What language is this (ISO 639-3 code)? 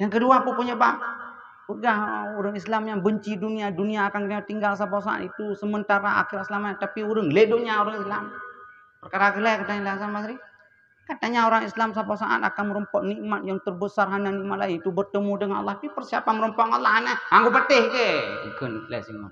ace